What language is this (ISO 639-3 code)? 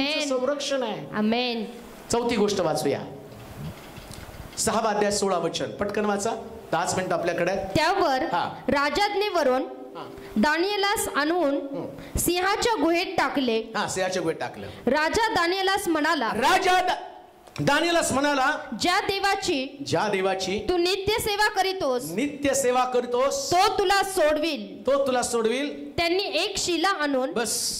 mar